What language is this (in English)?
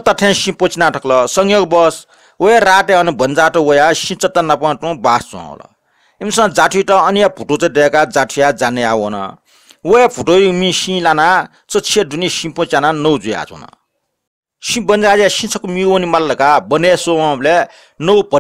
Newari